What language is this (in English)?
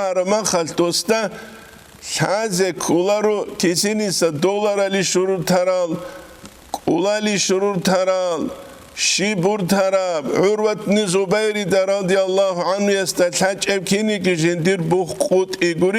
Avaric